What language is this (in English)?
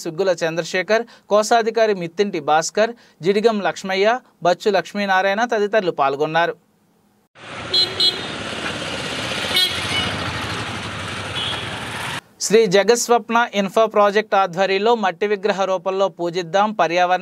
Telugu